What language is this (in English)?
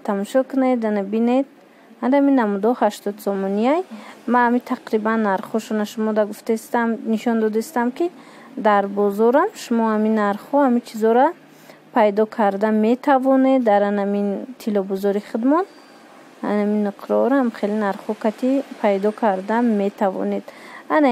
Tajik